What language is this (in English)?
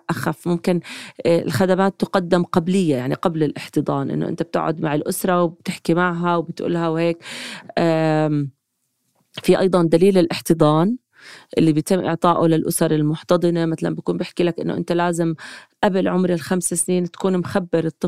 North Levantine Arabic